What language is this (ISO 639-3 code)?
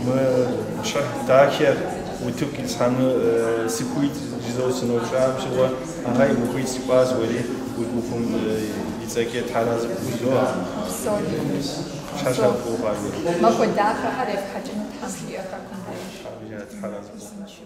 kbd